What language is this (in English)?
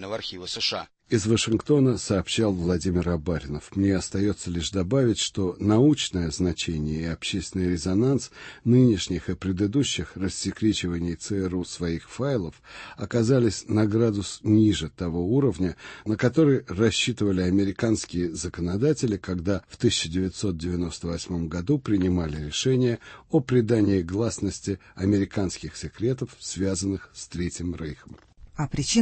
Russian